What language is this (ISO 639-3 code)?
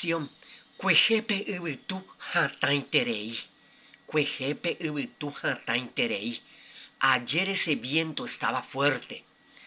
grn